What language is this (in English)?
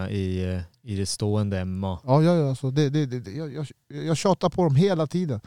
Swedish